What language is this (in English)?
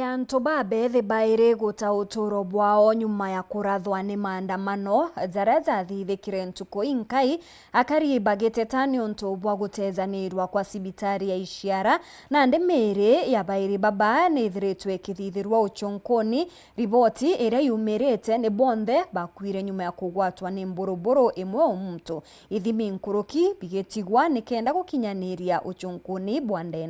Meru